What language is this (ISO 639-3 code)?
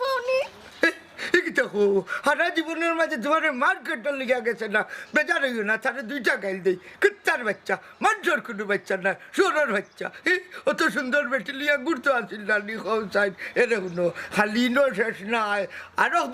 syl